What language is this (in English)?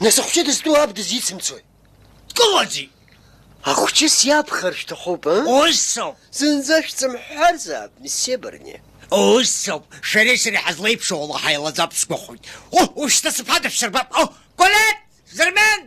Abkhazian